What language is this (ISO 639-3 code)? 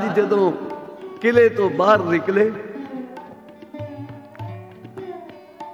pan